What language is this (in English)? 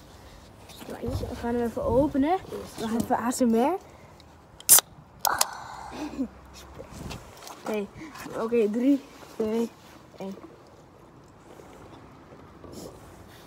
Dutch